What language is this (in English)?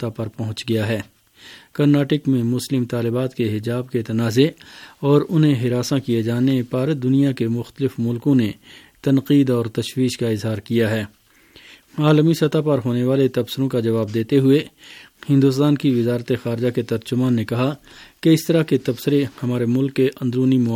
Urdu